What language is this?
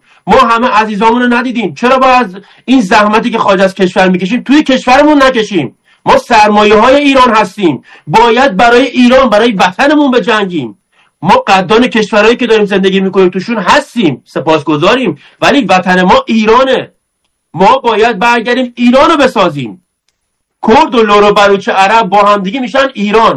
Persian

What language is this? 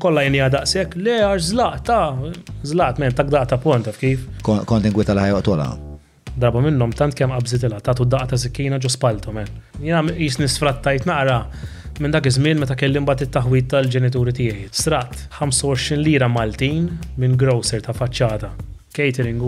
Maltese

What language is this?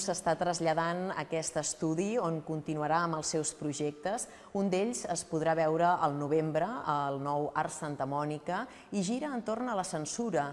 Catalan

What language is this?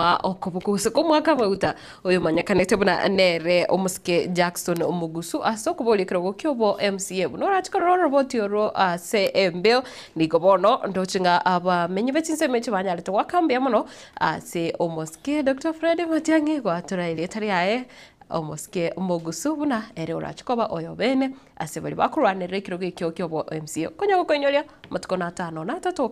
Gusii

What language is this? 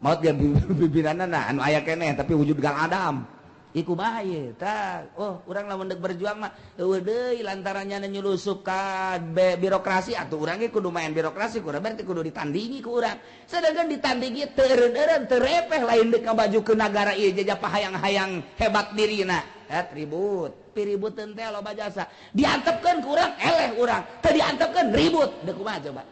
Sundanese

